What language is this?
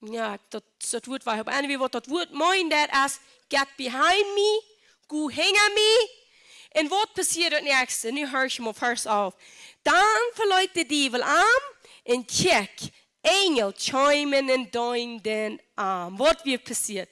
Plautdietsch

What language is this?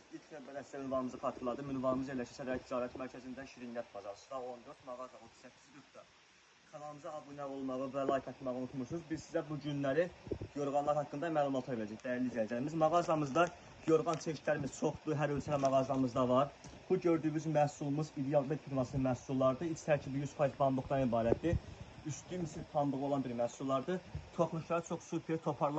Azerbaijani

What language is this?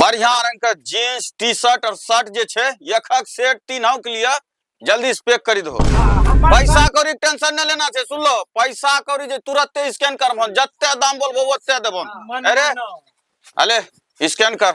Maithili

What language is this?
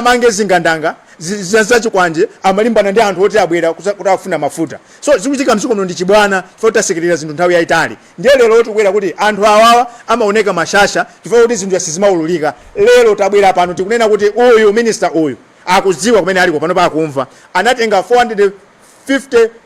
Nyanja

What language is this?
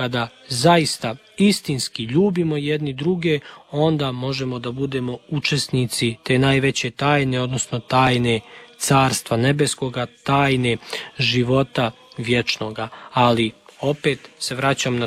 Serbian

